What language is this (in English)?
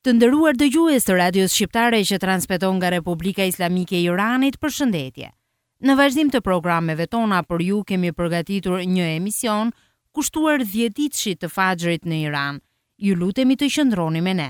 Albanian